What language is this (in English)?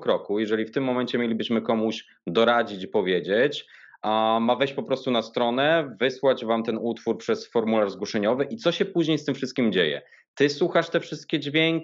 Polish